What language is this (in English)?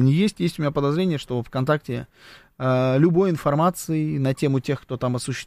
Russian